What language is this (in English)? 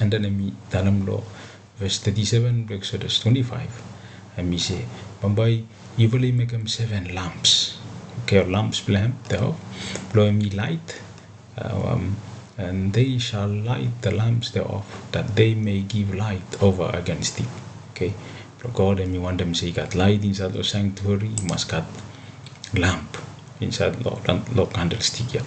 Bislama